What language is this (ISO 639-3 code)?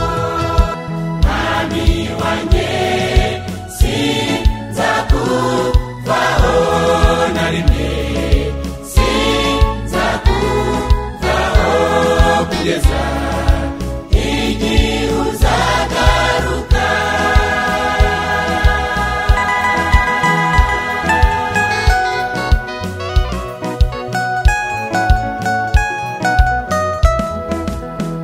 kin